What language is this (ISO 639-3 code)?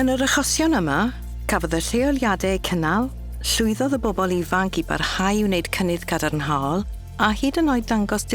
cym